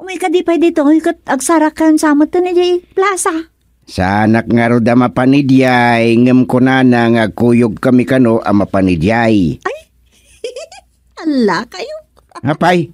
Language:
Iloko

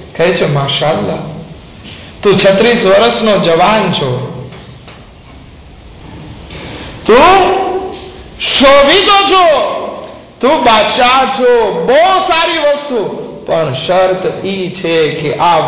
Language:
Gujarati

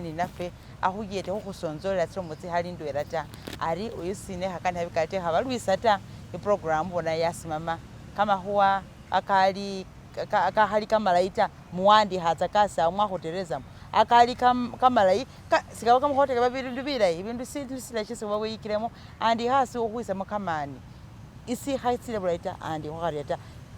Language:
Masaaba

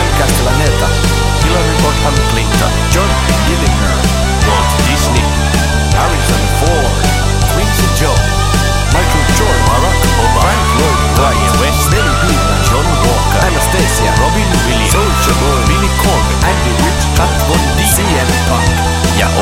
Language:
Finnish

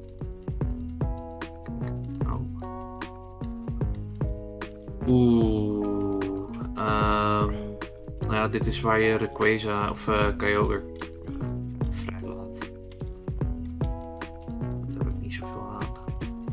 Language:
Dutch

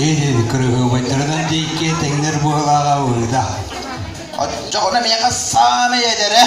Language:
Yakut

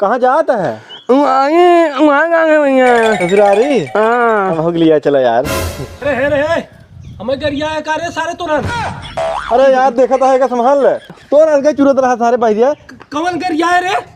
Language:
Awadhi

